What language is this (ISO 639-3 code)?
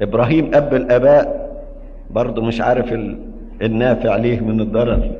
arz